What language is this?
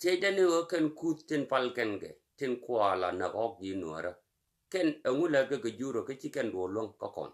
Nuer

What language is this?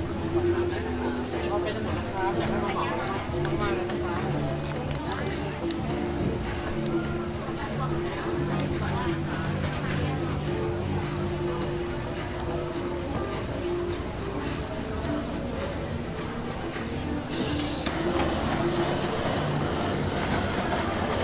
Thai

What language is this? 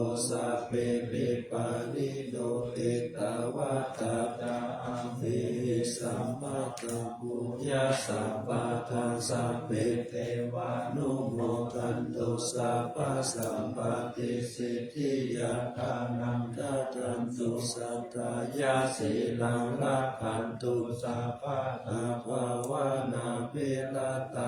Pali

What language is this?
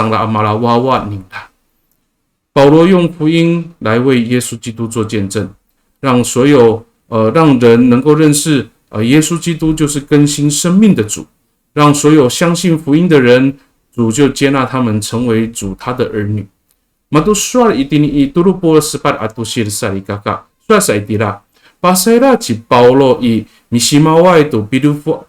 Amis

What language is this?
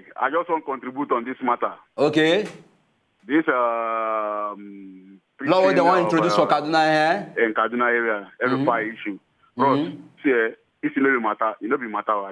Nigerian Pidgin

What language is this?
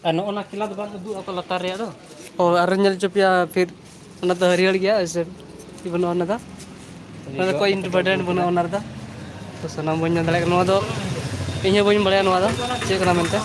Santali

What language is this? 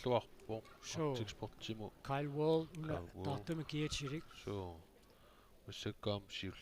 Kalaallisut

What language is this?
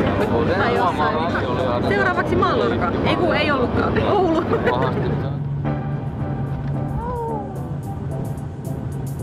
Finnish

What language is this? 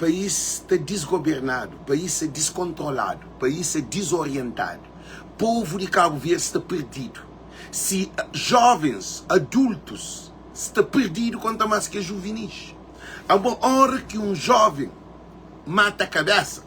Kabuverdianu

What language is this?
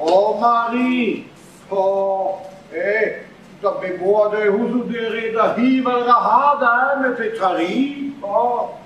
Breton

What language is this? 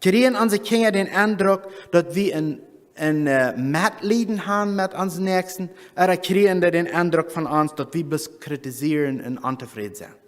Plautdietsch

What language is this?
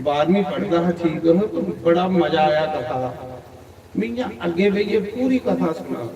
Dogri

